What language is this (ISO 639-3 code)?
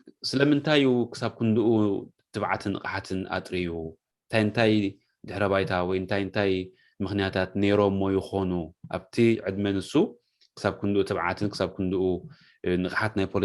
tir